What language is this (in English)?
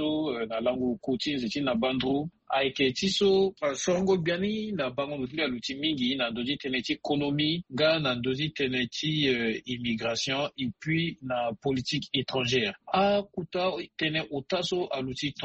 Sango